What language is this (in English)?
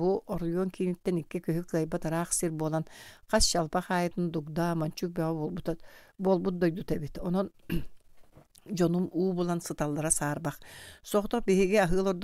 Yakut